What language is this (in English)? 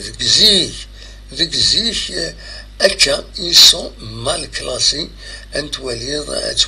Kabyle